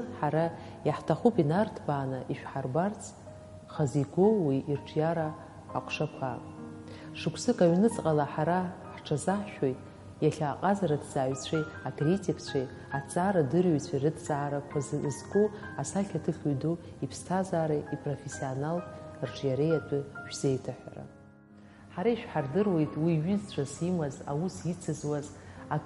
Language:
Abkhazian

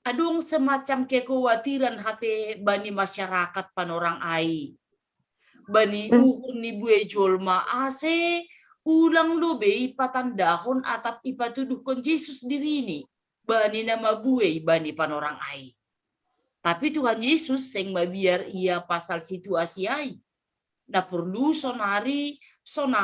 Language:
Batak Simalungun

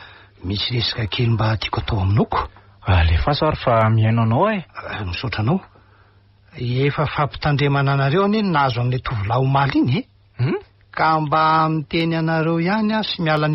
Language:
Malagasy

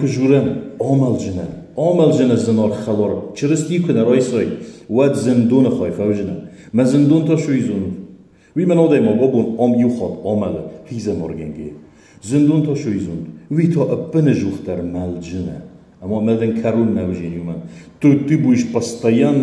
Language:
Ossetic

